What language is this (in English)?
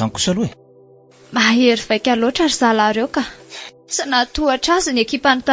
Malagasy